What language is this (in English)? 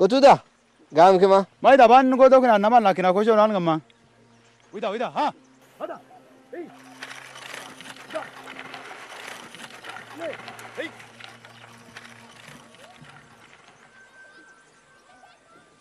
Kunama